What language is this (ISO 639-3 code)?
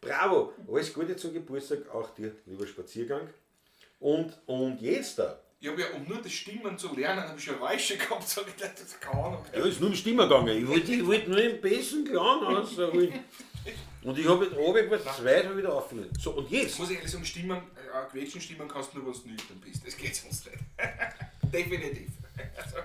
bar